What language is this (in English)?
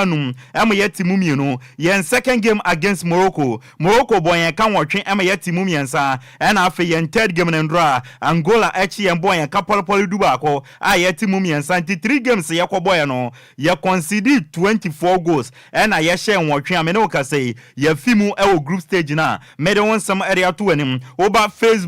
Akan